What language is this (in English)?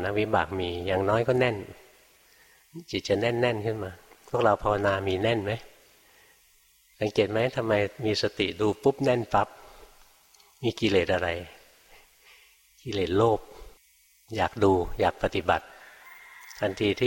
Thai